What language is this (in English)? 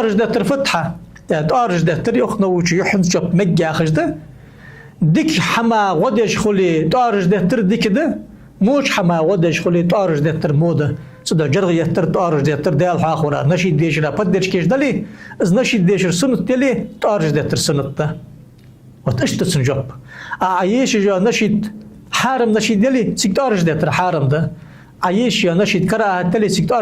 Ingush